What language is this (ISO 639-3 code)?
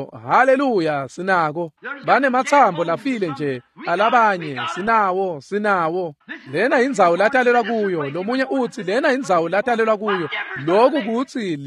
ssw